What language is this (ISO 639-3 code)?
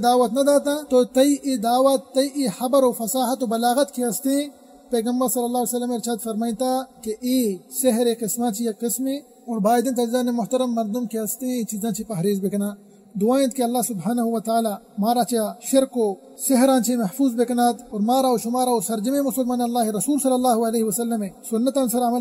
bal